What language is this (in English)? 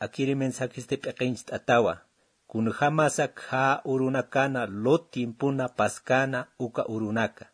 Aymara